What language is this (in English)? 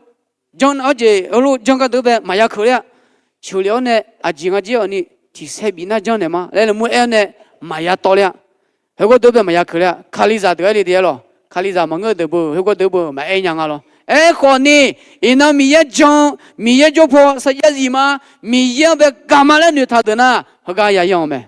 Akha